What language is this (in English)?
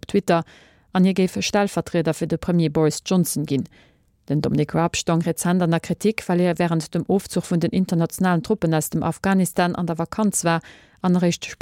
Luxembourgish